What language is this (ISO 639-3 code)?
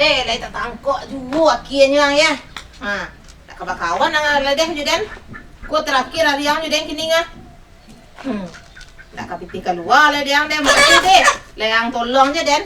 min